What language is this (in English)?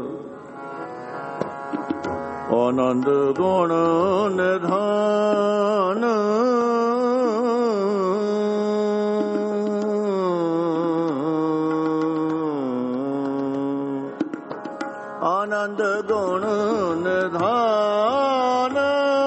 Punjabi